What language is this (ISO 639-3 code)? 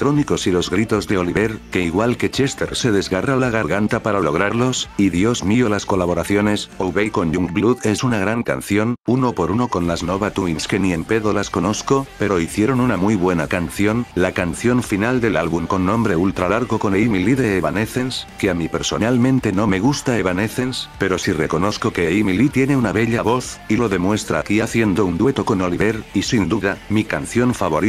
spa